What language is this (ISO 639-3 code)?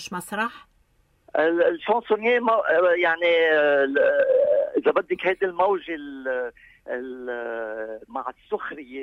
apc